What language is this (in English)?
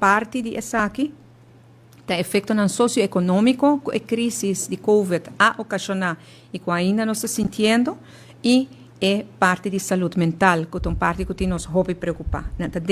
Papiamento